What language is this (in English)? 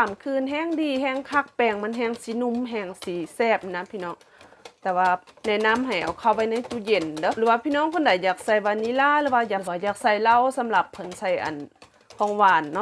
Lao